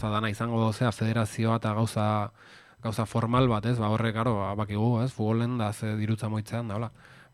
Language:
Basque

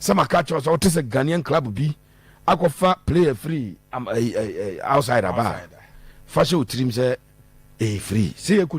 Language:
Akan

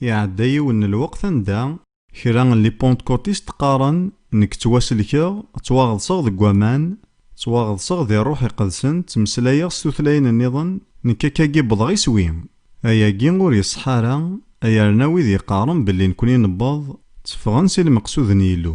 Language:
Kabyle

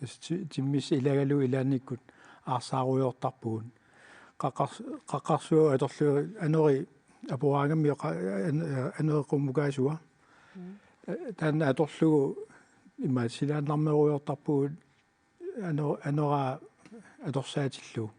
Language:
Kalaallisut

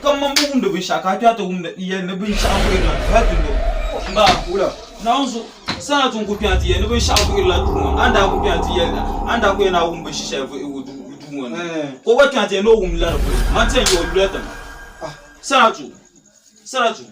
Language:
Dagbani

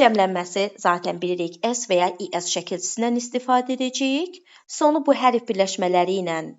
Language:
Azerbaijani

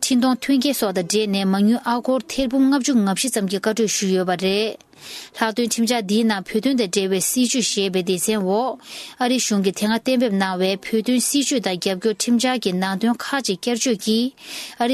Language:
Tibetan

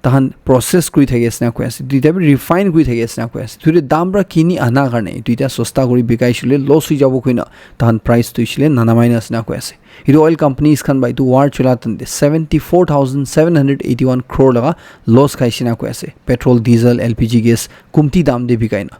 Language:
Naga Pidgin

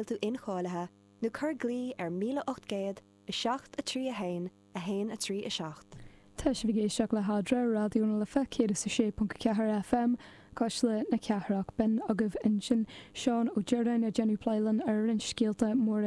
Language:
Irish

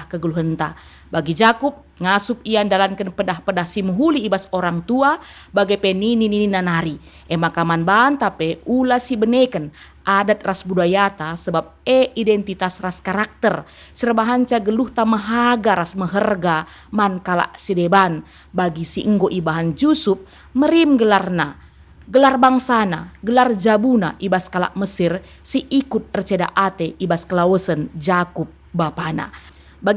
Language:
Batak Karo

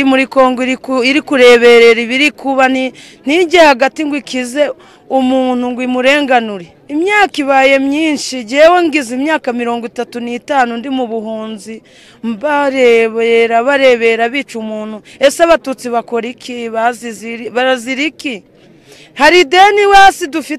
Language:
Kinyarwanda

